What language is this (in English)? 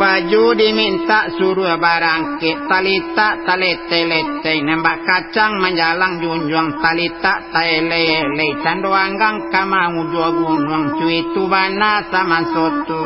Minangkabau